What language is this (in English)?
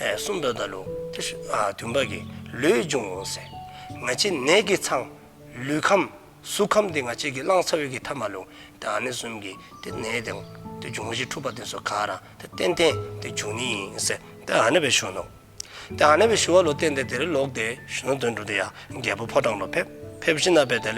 Dzongkha